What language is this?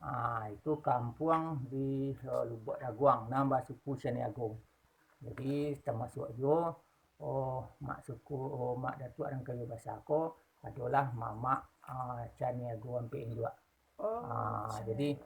Minangkabau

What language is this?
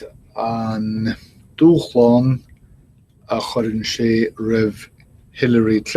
Irish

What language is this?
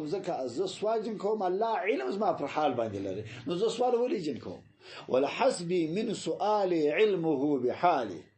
Pashto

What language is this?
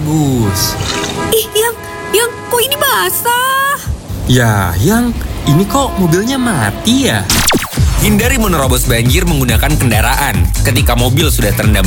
Indonesian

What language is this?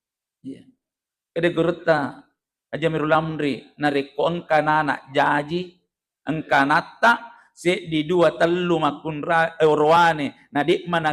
Buginese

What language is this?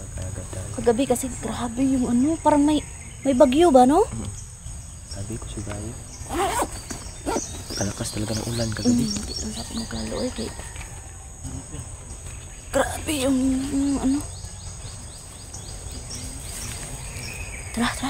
Filipino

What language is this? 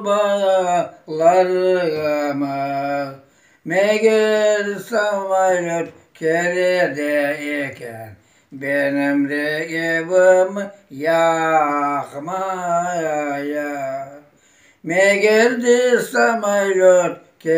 Crimean Tatar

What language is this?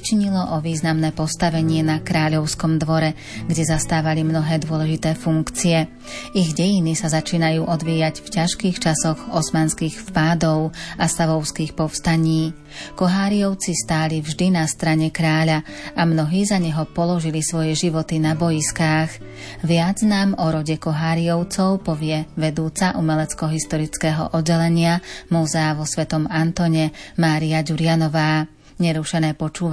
Slovak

